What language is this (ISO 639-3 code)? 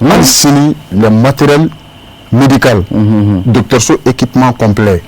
bam